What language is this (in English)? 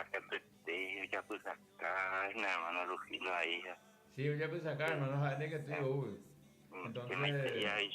Guarani